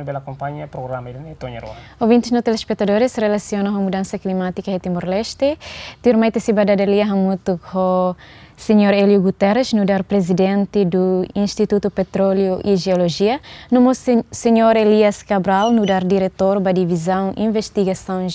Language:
Tetum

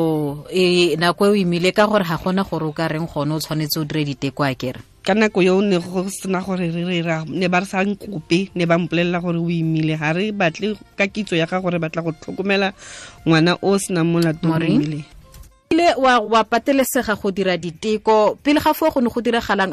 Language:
Tswana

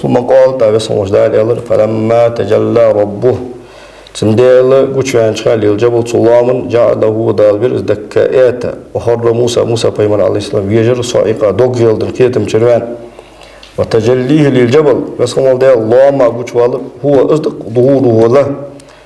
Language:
Ingush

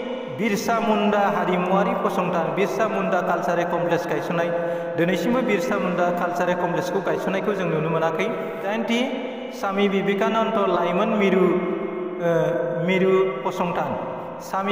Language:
Bodo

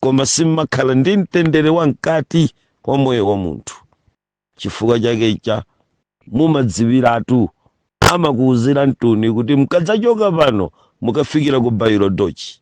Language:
Nyanja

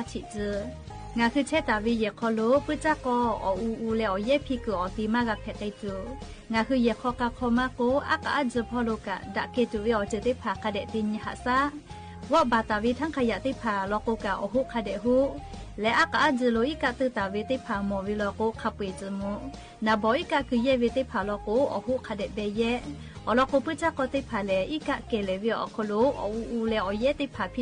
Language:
Lahu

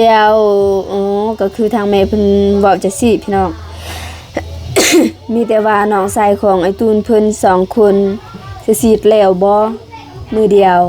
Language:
Lao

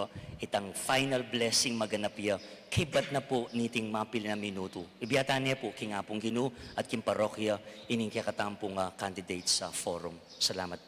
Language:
Pampanga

